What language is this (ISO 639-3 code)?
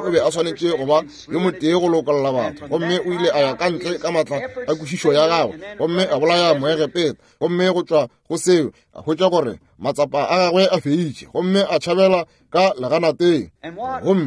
nso